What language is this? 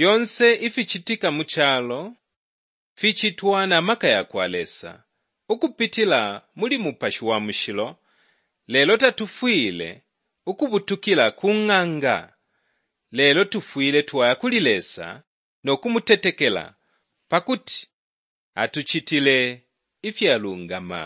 Bemba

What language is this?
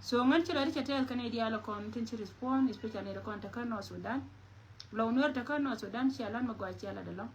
Nuer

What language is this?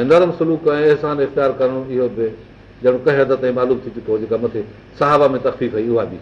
Sindhi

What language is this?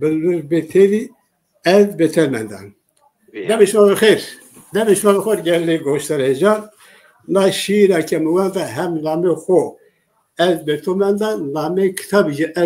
Zaza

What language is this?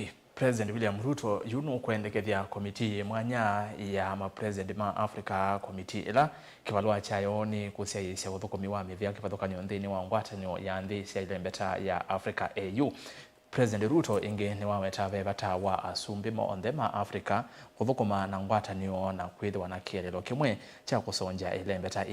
Kamba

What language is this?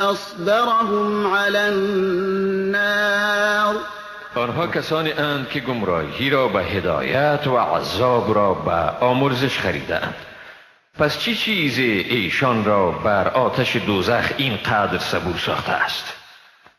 Persian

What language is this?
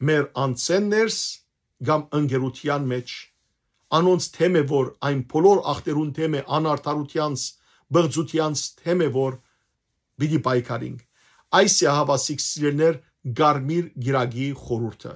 Western Armenian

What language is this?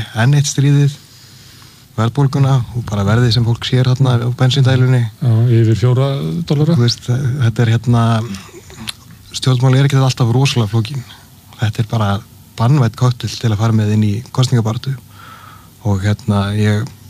Icelandic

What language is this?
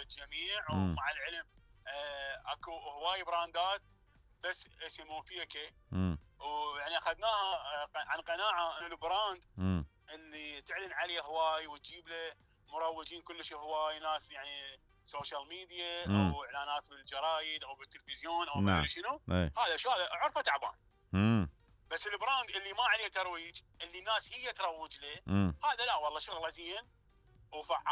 Mesopotamian Arabic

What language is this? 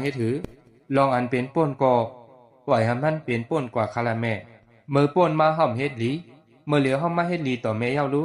Shan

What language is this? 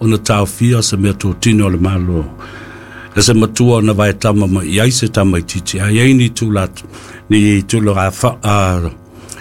Samoan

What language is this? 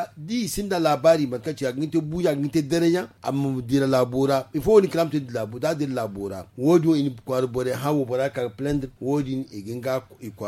Zarma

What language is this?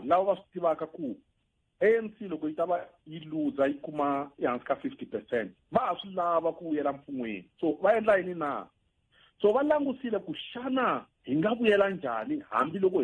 Tsonga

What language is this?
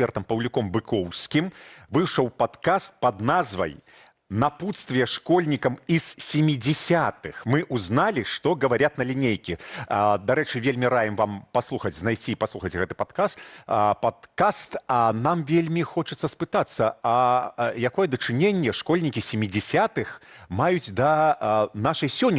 Belarusian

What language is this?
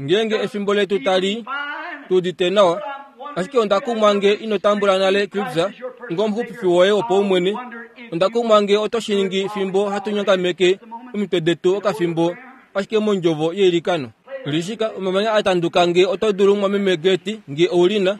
Kuanyama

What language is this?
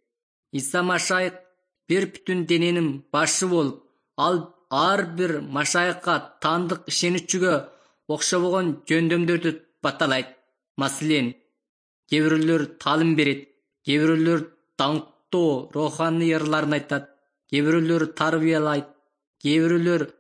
Kyrgyz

